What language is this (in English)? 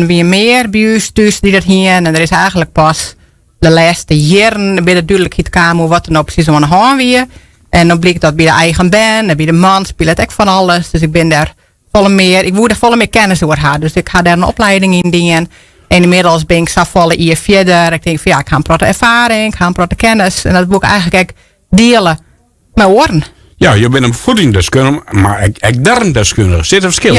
Western Frisian